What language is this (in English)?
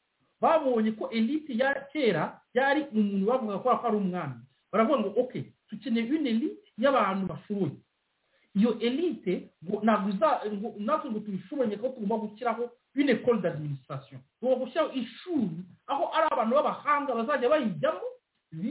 Kinyarwanda